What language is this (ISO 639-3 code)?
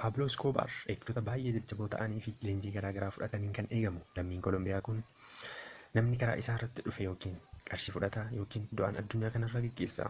orm